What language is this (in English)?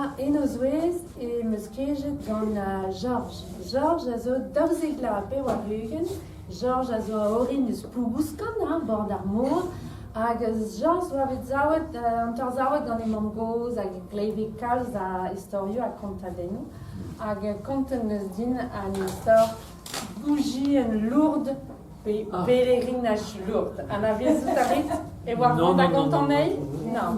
Breton